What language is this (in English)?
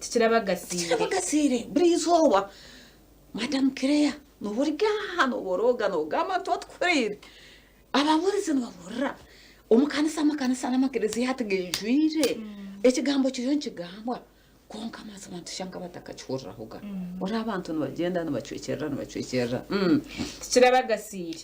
Nyankole